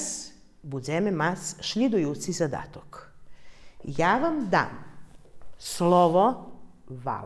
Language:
Rusyn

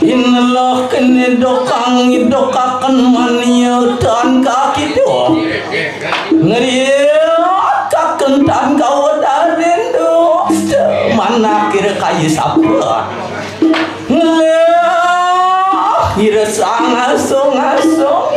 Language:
Balinese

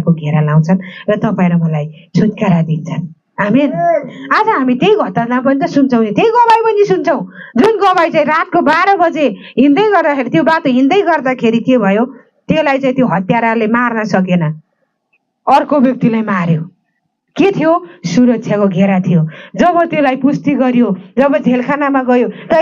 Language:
Nepali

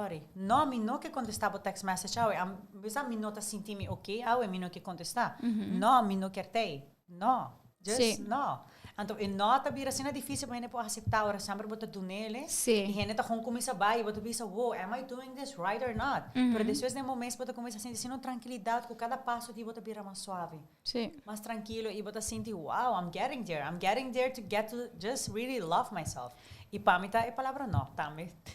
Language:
Papiamento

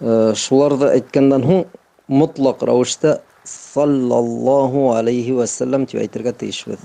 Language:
Bashkir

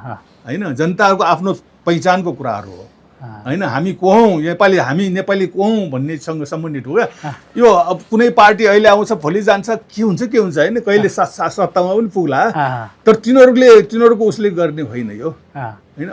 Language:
Nepali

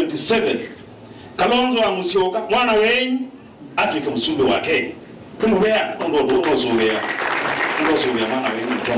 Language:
Kamba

